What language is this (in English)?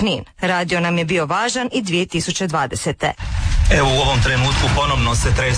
Croatian